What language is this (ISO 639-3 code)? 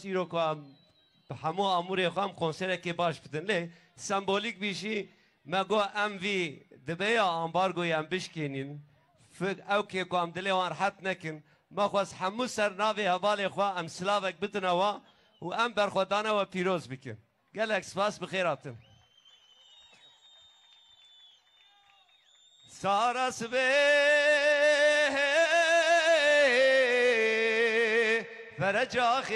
kur